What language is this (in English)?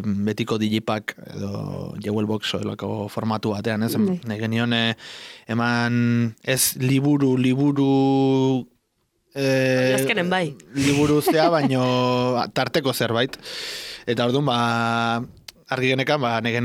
Basque